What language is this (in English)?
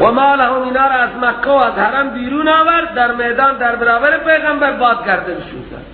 Persian